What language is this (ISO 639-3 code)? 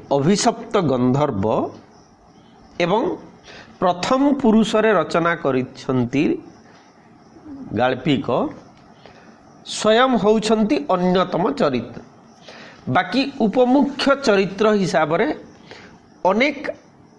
ori